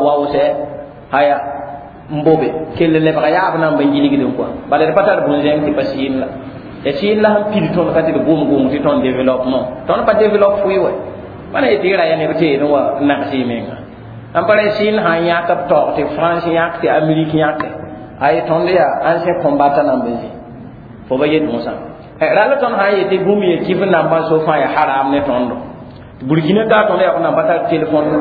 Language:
Mossi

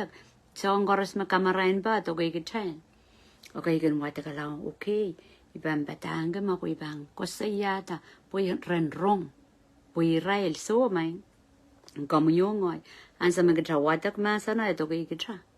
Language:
Pohnpeian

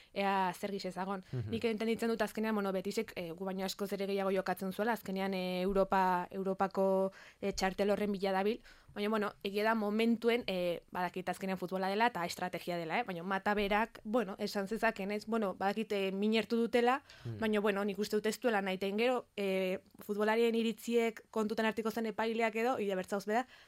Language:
Basque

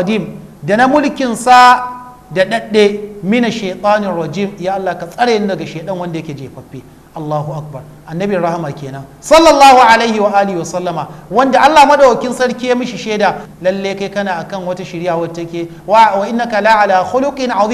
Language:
Hausa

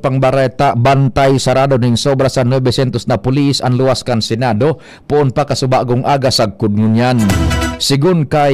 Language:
Bikol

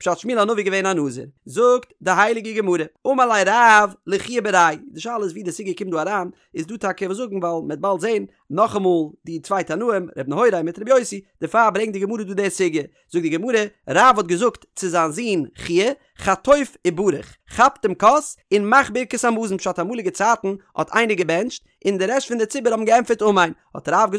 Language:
Yiddish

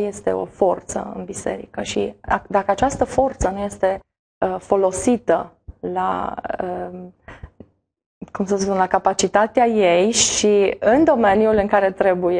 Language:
Romanian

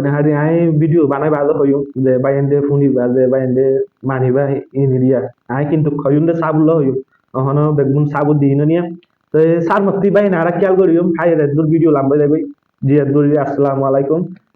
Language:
Rohingya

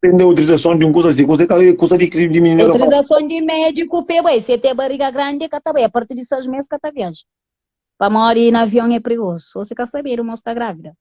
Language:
Kabuverdianu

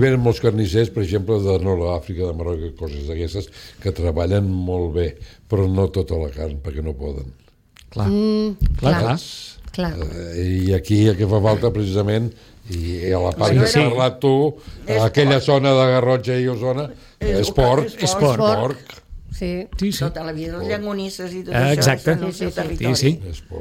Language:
Catalan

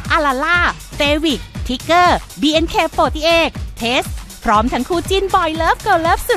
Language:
Thai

